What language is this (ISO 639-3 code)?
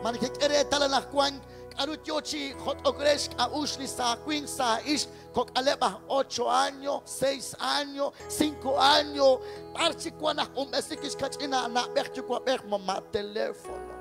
kek